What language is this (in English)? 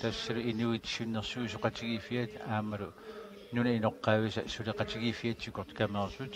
Kalaallisut